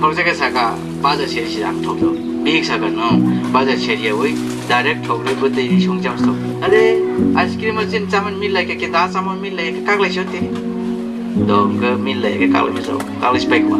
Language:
Riang (India)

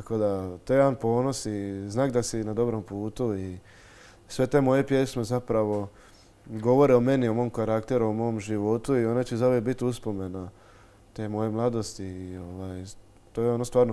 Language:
Croatian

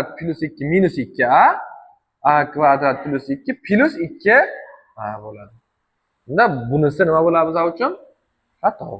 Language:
Uzbek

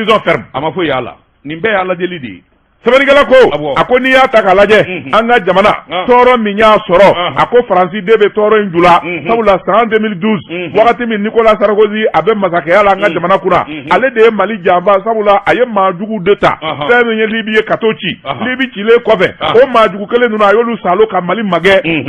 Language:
Bambara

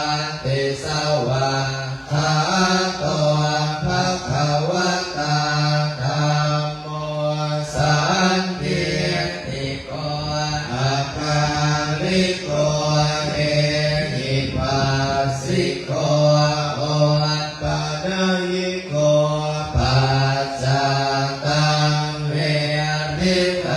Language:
Pali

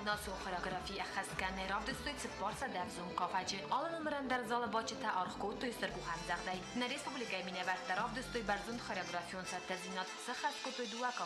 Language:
Ossetic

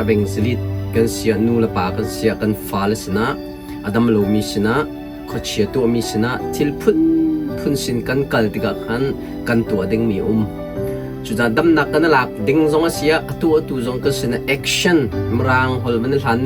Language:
Hakha Chin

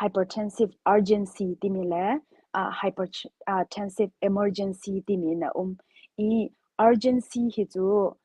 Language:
Hakha Chin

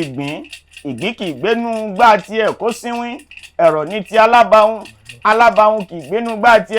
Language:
Yoruba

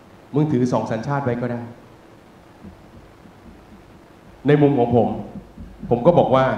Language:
Thai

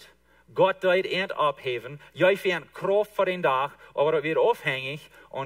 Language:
Plautdietsch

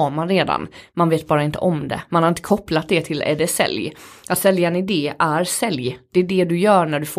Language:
Swedish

